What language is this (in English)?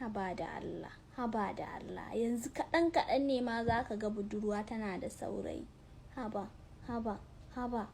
Hausa